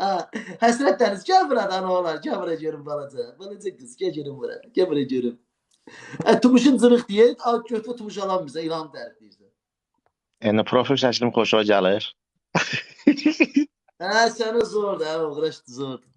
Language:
Azerbaijani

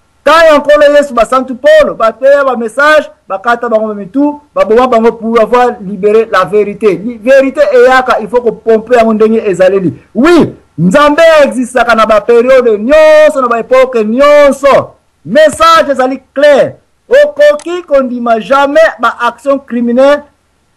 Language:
Lingala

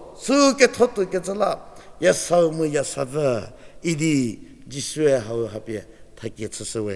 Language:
Angami Naga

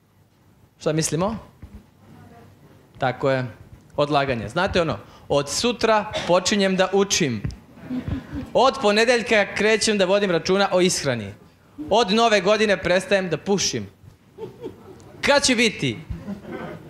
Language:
Serbian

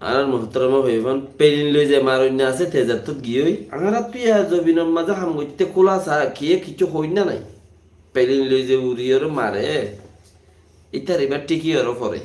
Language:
Rohingya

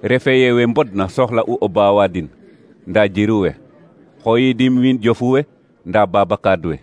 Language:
Serer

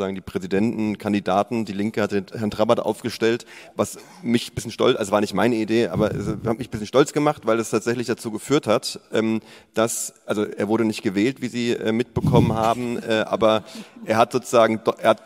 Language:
German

